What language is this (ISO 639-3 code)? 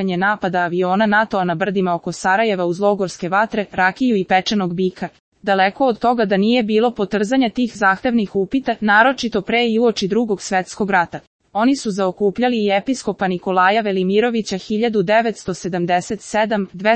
srp